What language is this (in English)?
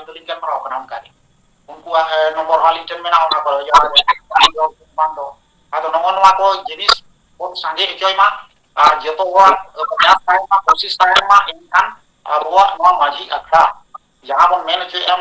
Santali